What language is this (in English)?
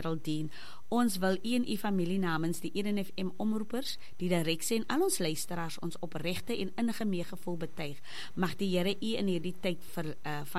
Afrikaans